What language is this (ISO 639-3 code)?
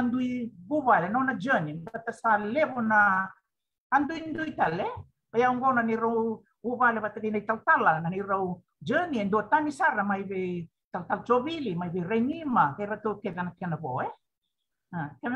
fij